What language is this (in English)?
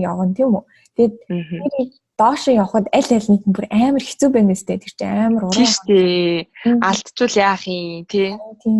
Mongolian